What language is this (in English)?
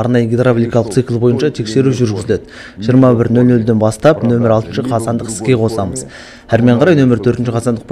Kazakh